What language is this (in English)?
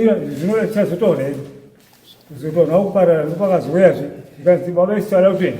Shona